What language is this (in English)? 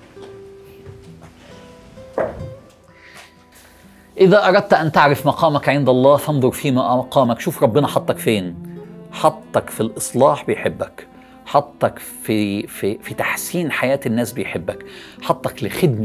Egyptian Arabic